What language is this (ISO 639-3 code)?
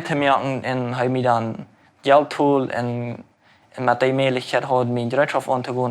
pdt